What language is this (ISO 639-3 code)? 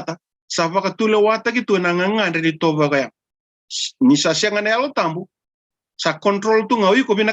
fij